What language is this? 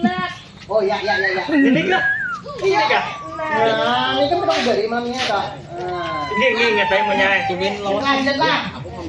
Banjar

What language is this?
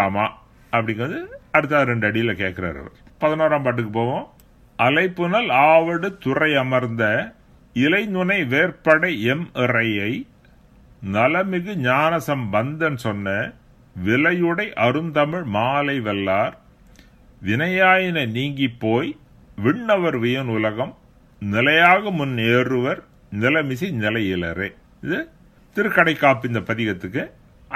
Tamil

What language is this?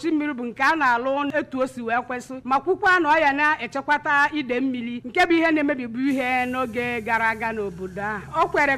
Igbo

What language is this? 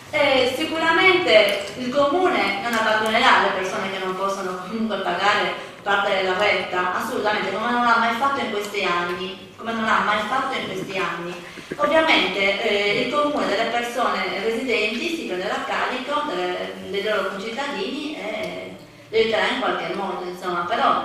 Italian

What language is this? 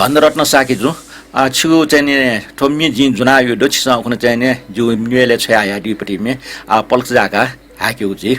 Newari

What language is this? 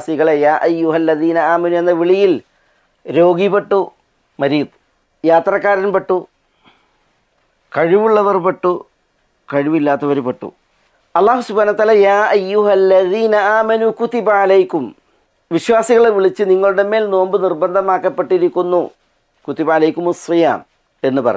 Malayalam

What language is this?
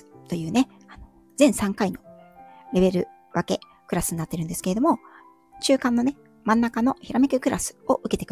Japanese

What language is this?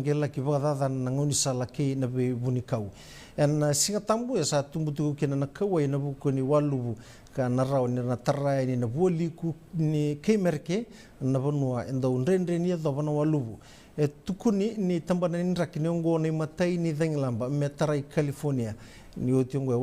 Fijian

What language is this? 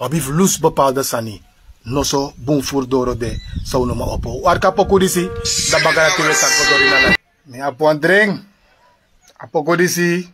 Sranan Tongo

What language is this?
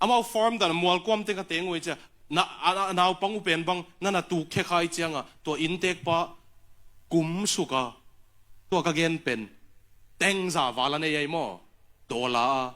Tedim Chin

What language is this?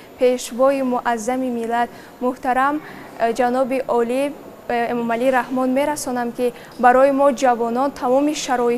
Tajik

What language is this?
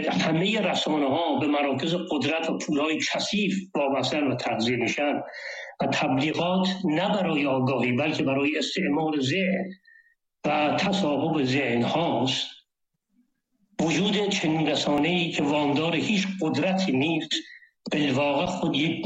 Persian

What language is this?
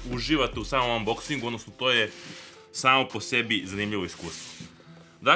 Serbian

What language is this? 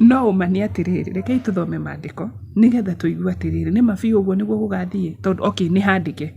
Kikuyu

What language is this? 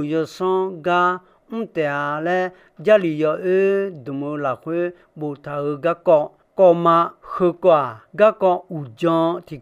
Akha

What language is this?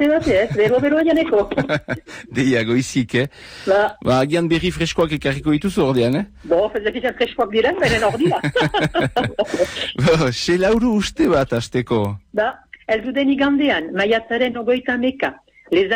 Basque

